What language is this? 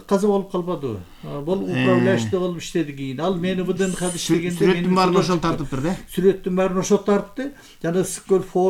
Kyrgyz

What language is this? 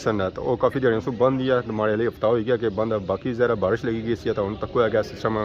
Pahari-Potwari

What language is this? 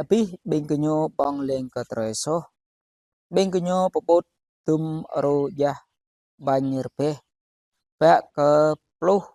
Jarai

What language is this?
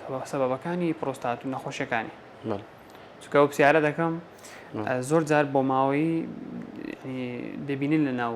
Central Kurdish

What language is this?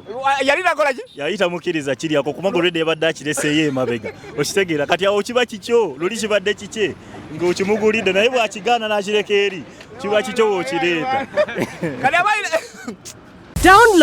Ganda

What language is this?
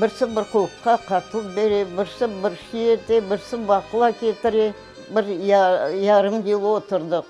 Crimean Tatar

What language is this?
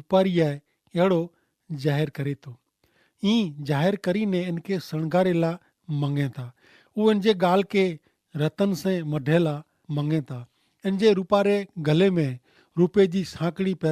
Kachhi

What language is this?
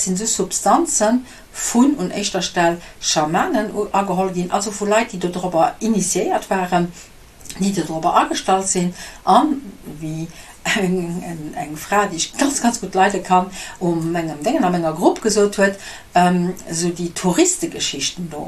Luxembourgish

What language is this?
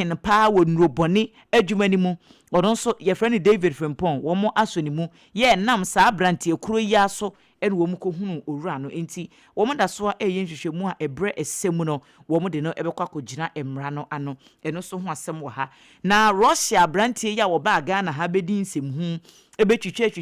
Akan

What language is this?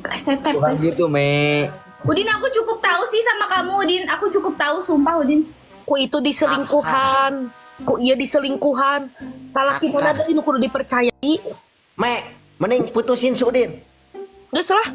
Sundanese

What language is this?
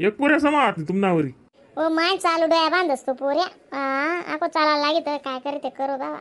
Khandesi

